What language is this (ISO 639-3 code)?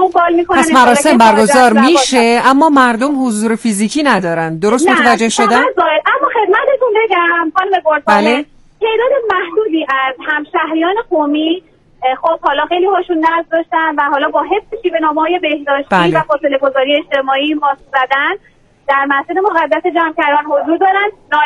fas